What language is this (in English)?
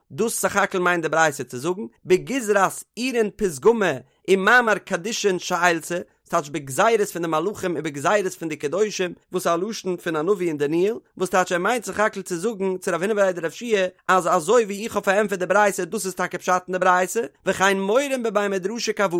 Yiddish